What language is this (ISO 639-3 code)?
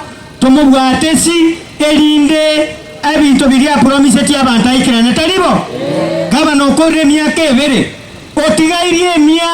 guz